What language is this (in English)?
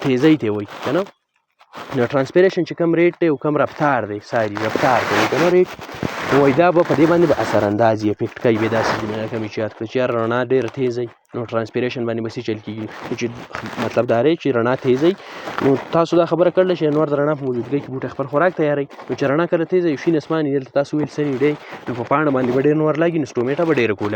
Pashto